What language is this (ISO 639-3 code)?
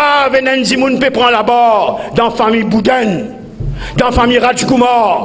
mfe